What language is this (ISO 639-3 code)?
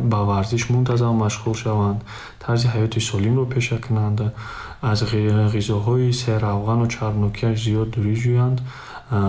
tgk